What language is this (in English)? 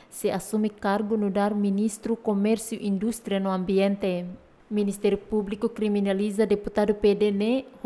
Tetum